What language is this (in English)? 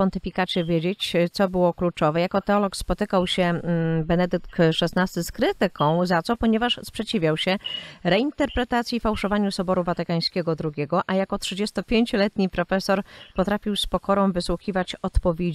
Polish